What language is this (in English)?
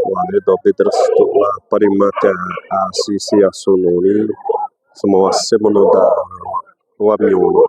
Xavánte